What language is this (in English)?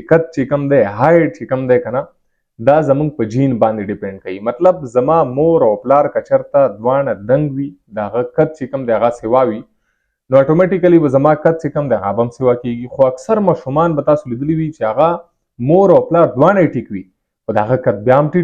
Pashto